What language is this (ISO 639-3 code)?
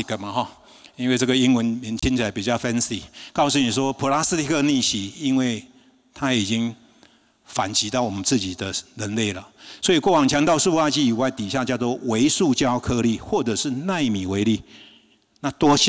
zho